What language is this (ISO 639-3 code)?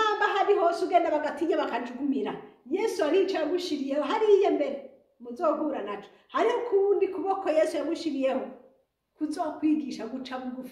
run